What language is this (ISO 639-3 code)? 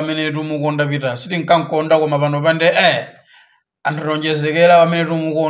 nya